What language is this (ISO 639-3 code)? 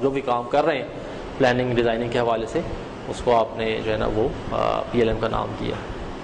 urd